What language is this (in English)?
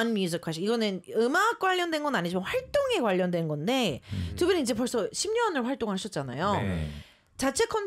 Korean